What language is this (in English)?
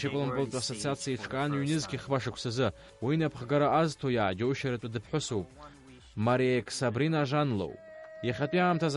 Abkhazian